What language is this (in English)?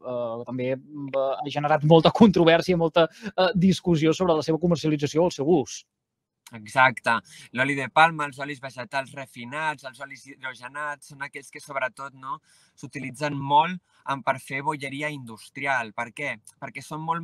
Catalan